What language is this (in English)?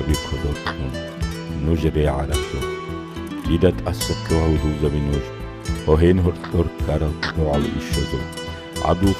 Avaric